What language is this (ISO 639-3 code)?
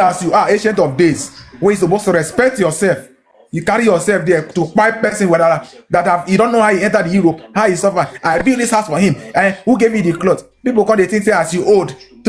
pcm